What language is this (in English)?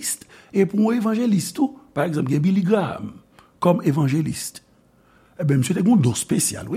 Haitian Creole